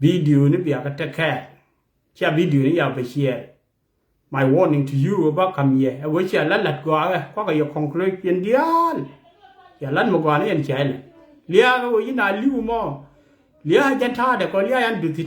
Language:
Nuer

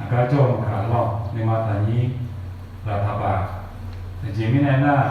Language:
Akha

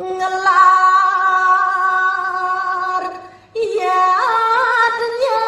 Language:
Balinese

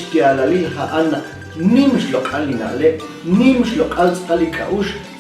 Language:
Kekchí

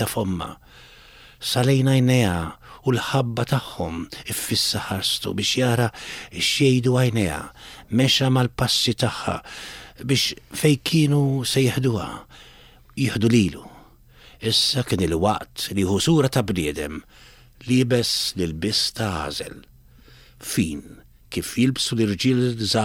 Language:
Maltese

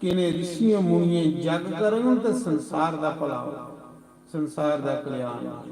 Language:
Dogri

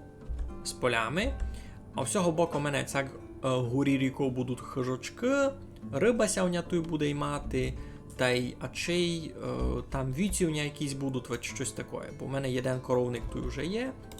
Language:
Rusyn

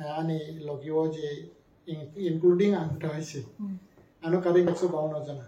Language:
Kok Borok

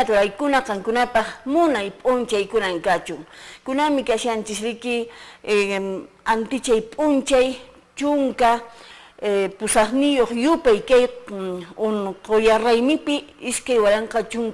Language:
Quechua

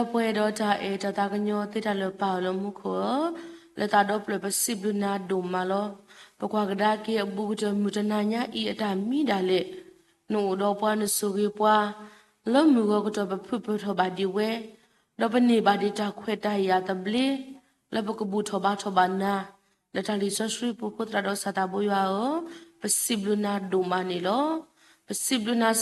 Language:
S'gaw Karen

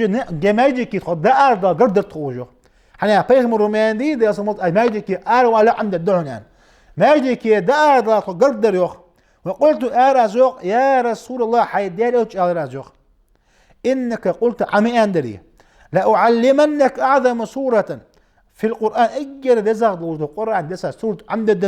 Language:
Ingush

